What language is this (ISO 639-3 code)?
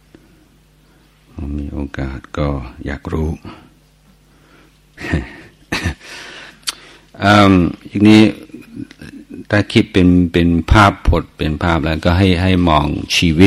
tha